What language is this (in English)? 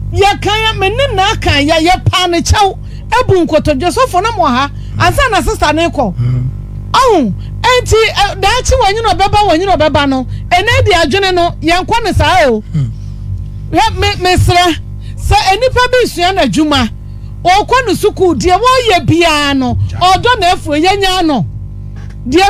Akan